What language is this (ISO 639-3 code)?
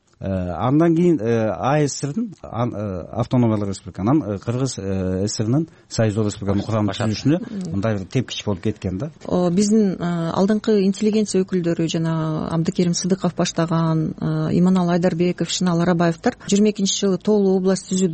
kir